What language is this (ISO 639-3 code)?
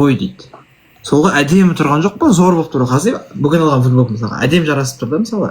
kaz